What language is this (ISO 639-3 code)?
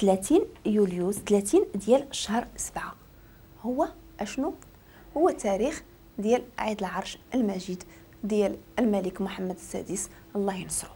ary